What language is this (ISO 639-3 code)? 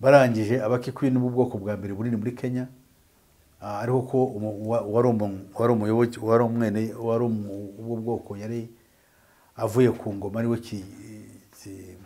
kin